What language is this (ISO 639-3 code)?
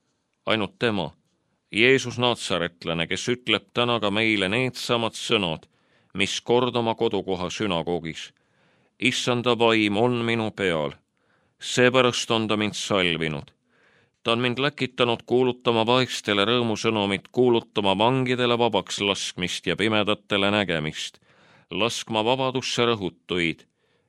est